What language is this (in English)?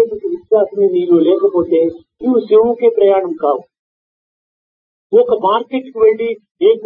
Telugu